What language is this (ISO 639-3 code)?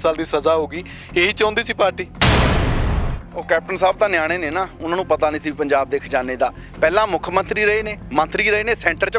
pan